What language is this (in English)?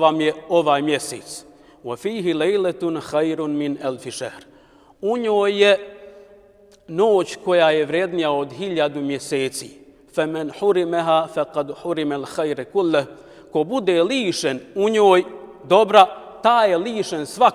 Bosnian